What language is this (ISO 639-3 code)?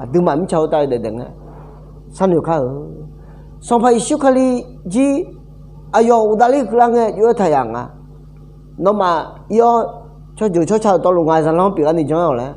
ahk